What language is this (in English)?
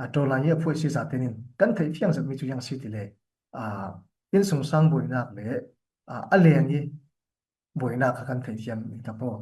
Falam Chin